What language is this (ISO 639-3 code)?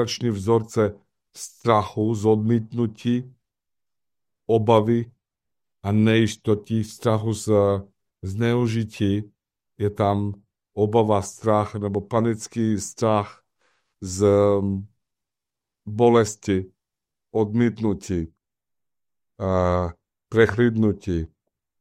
ces